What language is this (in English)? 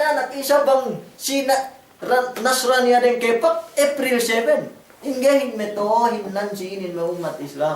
Yakan